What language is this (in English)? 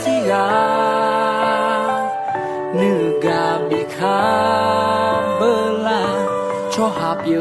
Akha